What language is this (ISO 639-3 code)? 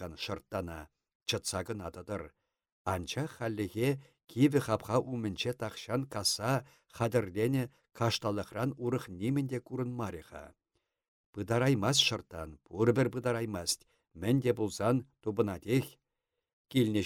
chv